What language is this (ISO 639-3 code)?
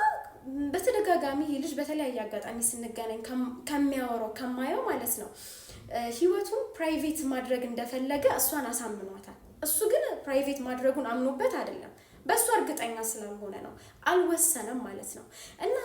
amh